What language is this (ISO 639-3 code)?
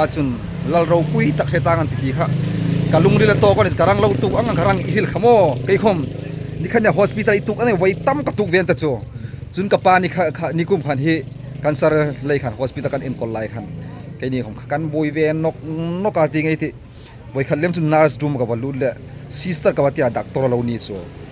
hmr